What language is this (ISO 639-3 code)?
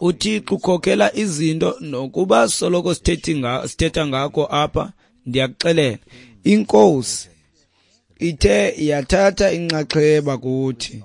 xho